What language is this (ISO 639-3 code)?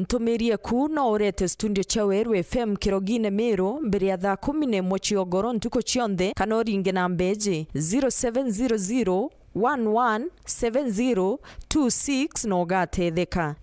mer